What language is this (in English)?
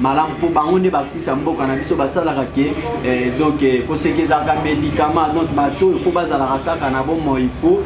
Lingala